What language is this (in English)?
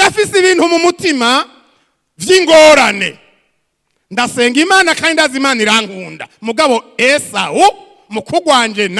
Rundi